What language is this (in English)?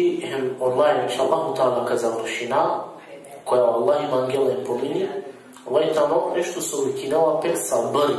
Balkan Romani